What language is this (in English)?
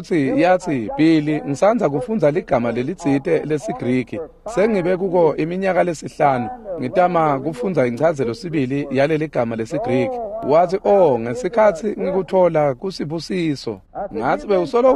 Swati